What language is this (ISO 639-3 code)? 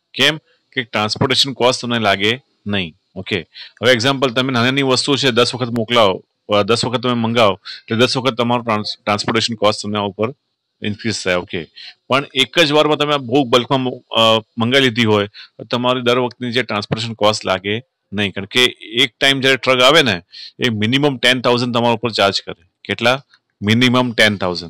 guj